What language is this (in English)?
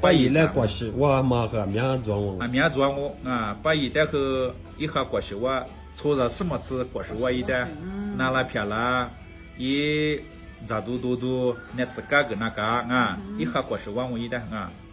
Lisu